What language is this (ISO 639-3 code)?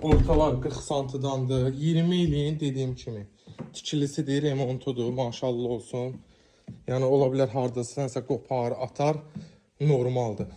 aze